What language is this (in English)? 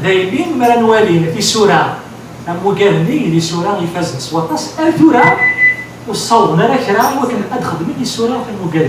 Kabyle